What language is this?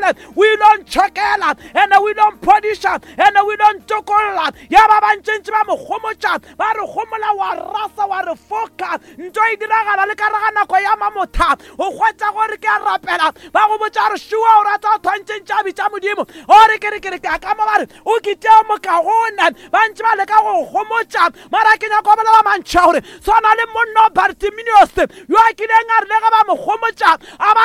Northern Sotho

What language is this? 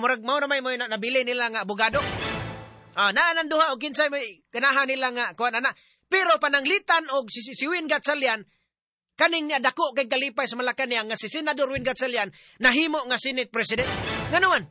Cebuano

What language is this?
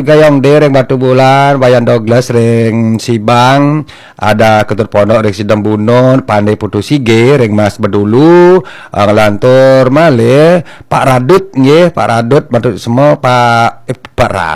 Balinese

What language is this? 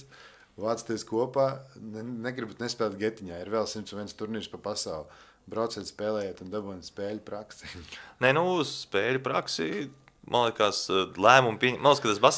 Latvian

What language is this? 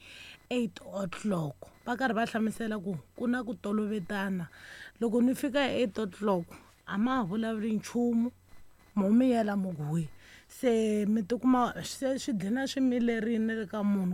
Tsonga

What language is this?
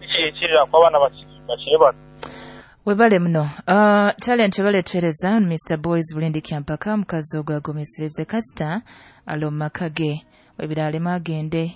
Nyoro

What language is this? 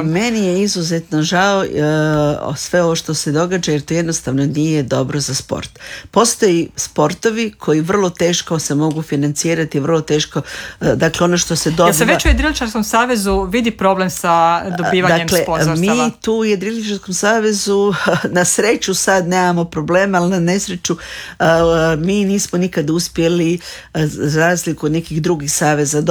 Croatian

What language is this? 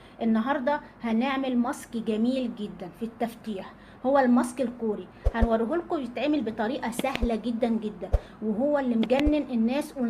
Egyptian Arabic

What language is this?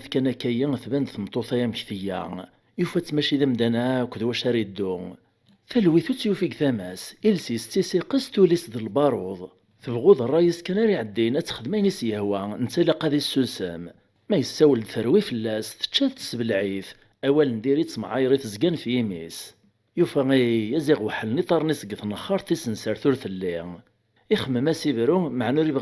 Kabyle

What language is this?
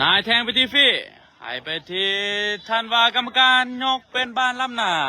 Lao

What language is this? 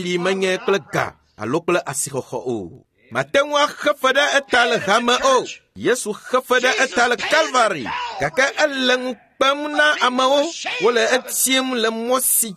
Ewe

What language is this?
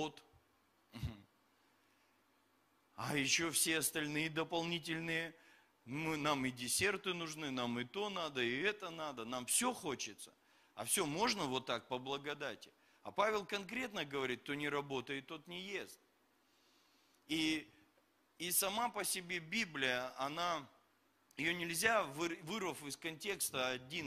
Russian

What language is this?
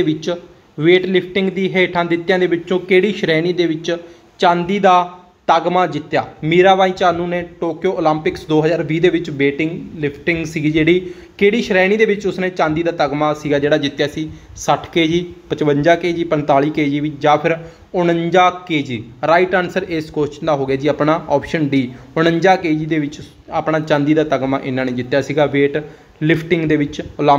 Punjabi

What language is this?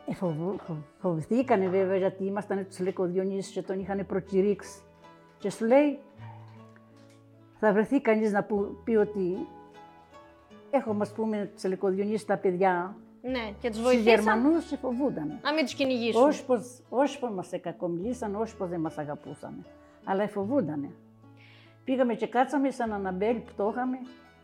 Greek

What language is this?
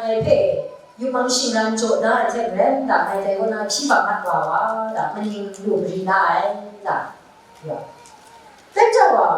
Kachin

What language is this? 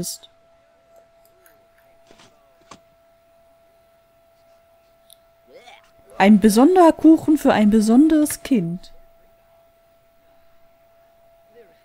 German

